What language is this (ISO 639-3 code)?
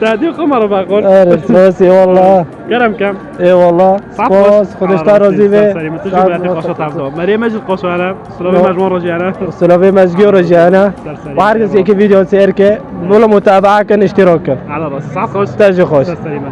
kur